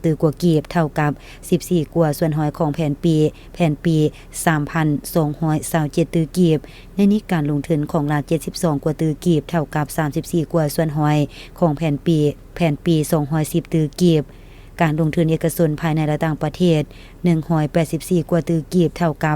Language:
Lao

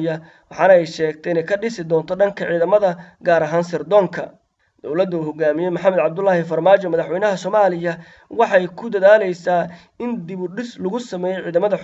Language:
Somali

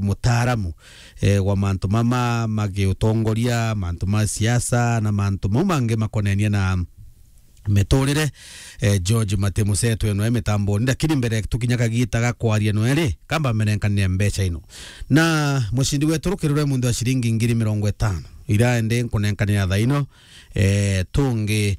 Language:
Meru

